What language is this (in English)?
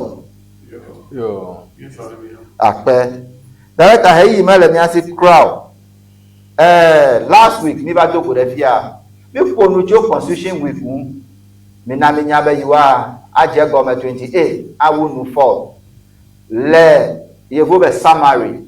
Ewe